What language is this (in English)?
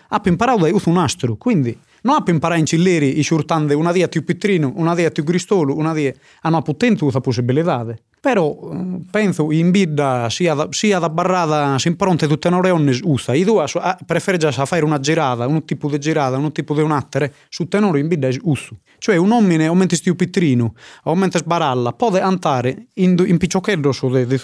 Sardinian